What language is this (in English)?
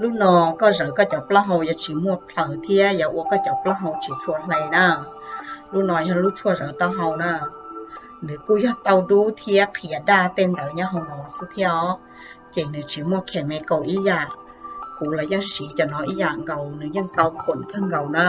Hmong